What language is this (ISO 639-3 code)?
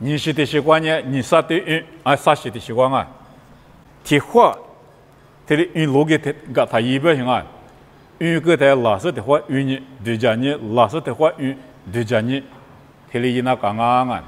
lis